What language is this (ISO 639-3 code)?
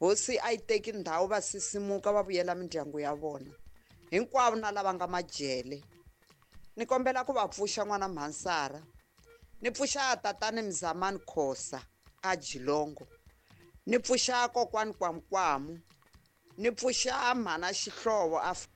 tso